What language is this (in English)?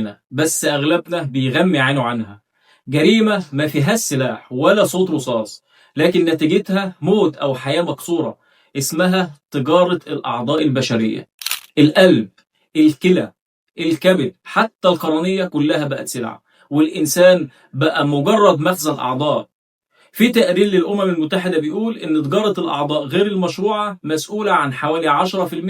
Egyptian Arabic